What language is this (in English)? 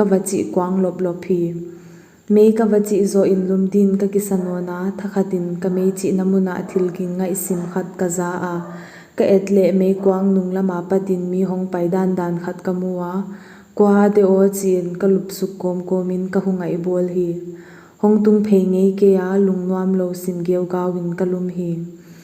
Paite Chin